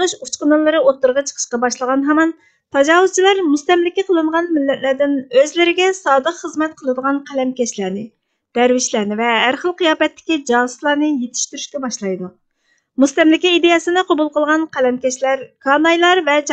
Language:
Uyghur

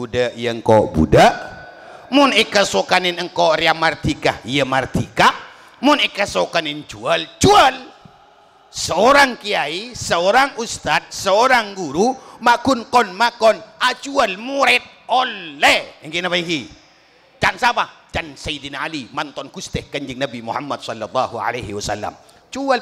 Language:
Madurese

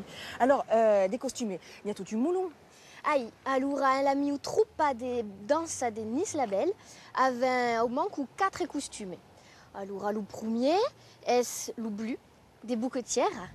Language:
Occitan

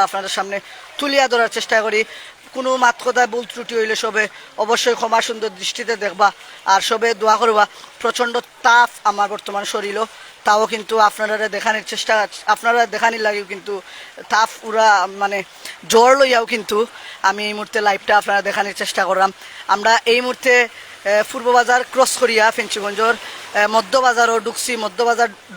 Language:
Sylheti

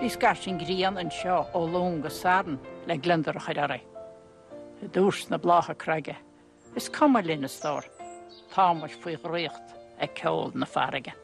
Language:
Irish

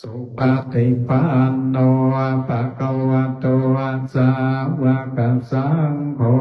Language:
Pali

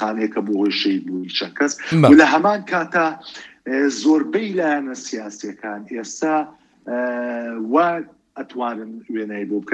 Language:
Central Kurdish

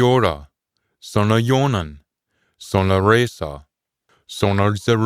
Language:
Scots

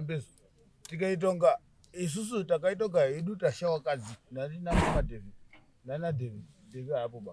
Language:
Shona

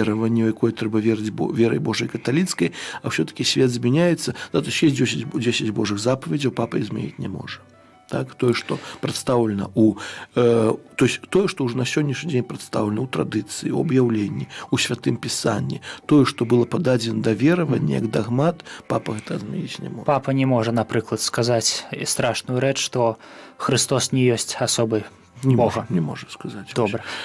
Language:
Belarusian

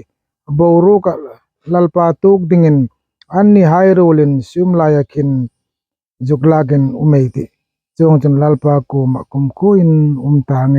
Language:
Hmar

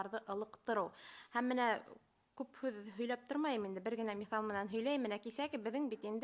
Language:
Bashkir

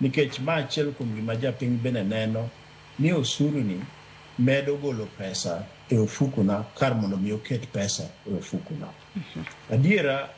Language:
Luo (Kenya and Tanzania)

